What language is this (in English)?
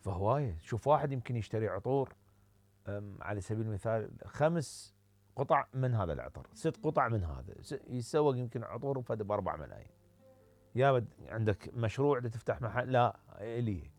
Mesopotamian Arabic